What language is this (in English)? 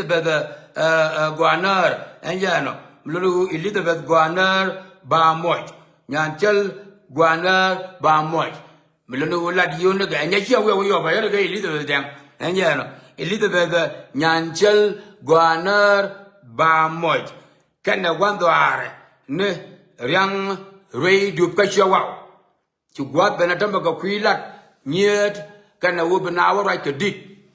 Nuer